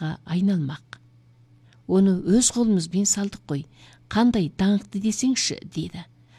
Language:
Kazakh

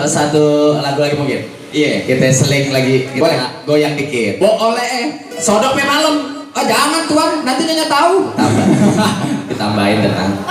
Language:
Betawi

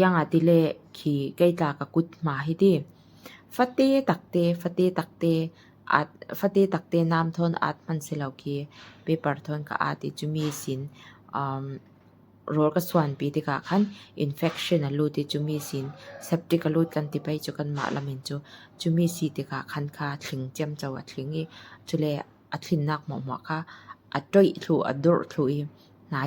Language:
Falam Chin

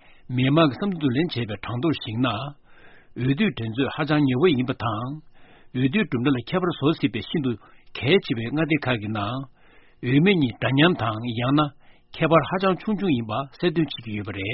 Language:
Tibetan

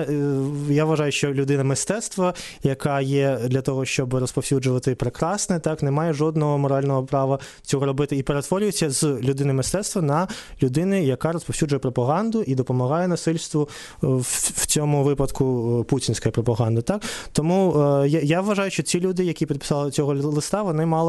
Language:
Ukrainian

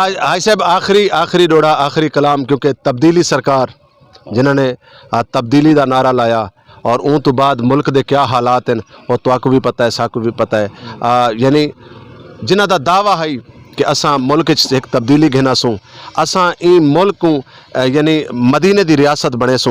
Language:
Saraiki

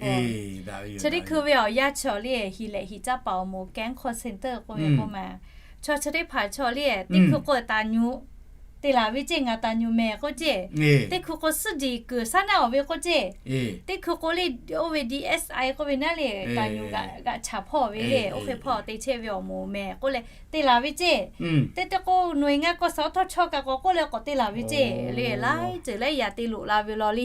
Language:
Lahu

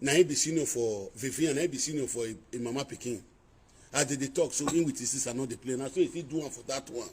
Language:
Nigerian Pidgin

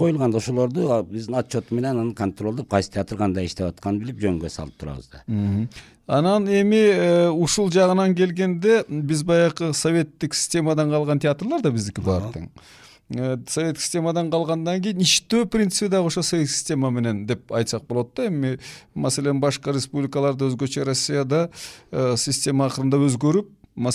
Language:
Kyrgyz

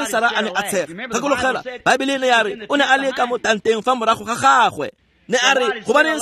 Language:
Tswana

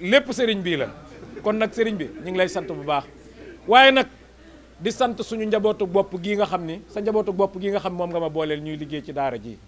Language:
Wolof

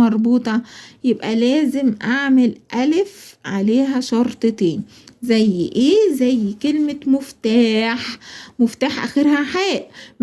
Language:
Egyptian Arabic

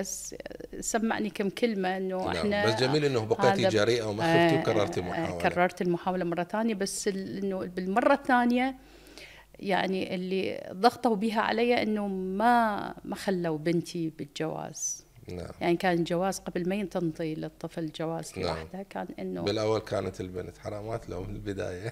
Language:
Mesopotamian Arabic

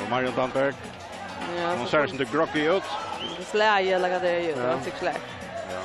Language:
Faroese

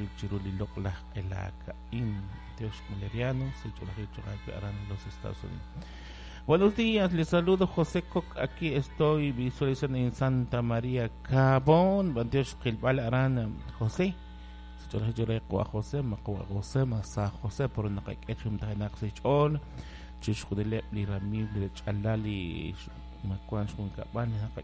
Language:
Kekchí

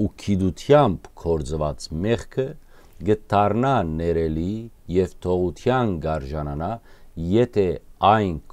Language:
Western Armenian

